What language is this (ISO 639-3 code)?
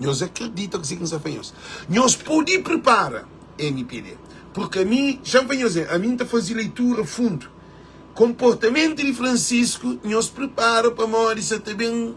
kea